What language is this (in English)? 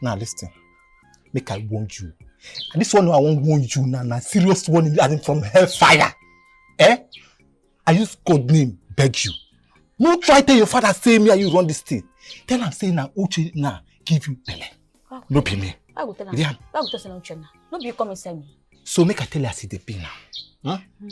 Nigerian Pidgin